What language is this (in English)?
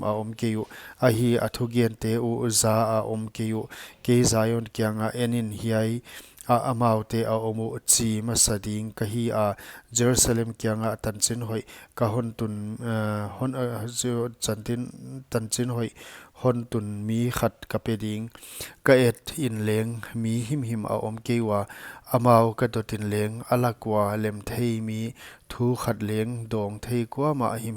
Paite Chin